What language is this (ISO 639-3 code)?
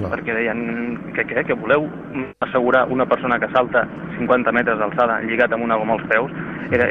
cat